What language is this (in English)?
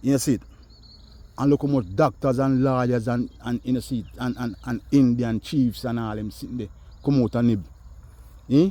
Jamaican Creole English